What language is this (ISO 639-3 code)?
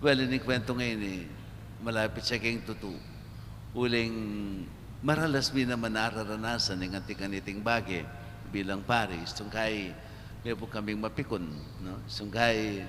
pam